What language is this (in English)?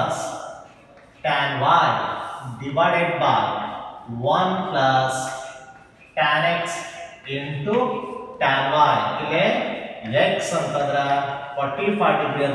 Kannada